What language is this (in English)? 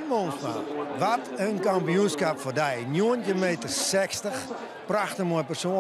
Western Frisian